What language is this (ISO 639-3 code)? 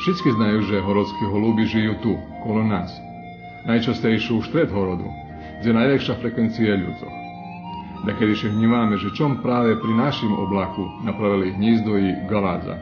rue